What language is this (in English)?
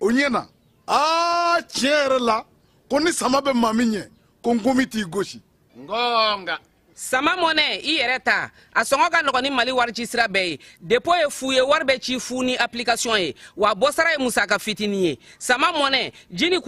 Bambara